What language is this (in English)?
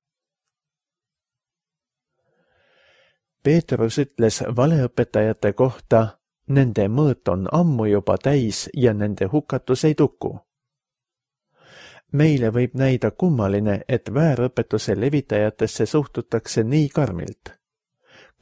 Estonian